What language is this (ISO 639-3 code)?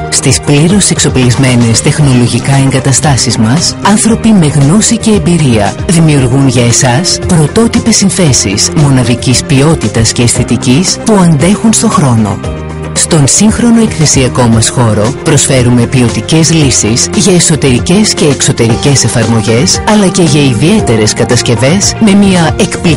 ell